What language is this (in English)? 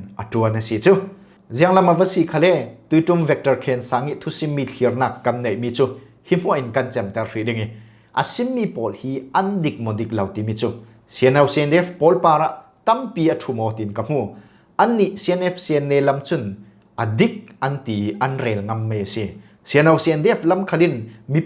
Falam Chin